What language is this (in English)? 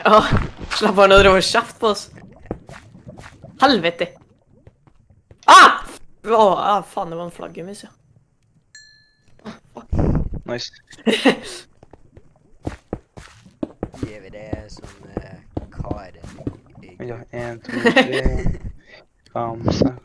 Norwegian